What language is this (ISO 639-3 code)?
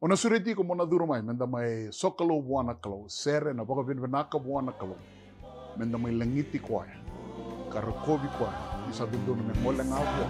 fij